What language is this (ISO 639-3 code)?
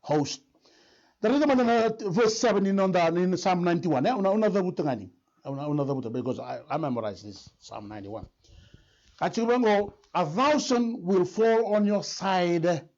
fij